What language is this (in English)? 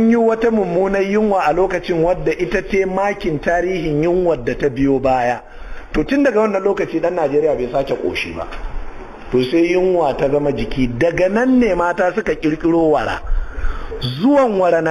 Hausa